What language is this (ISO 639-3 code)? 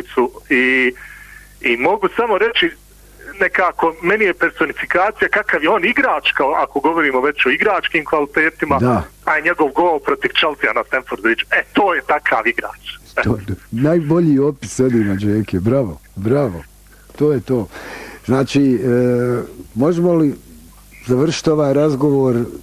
bos